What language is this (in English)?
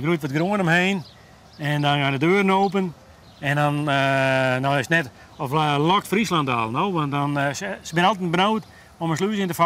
Western Frisian